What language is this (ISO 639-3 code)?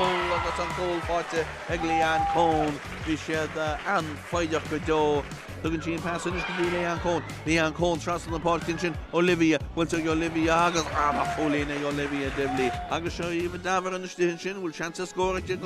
gle